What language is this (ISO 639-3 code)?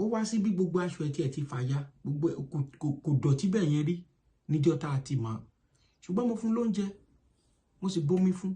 yor